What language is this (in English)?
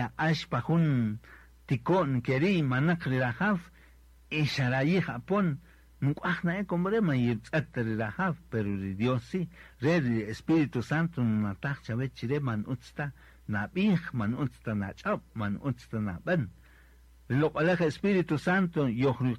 Kaqchikel